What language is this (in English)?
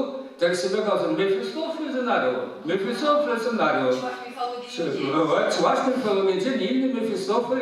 Chuvash